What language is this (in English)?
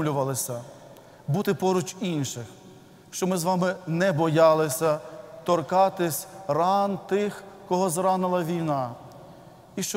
Ukrainian